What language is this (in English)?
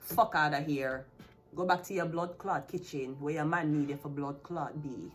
Jamaican Creole English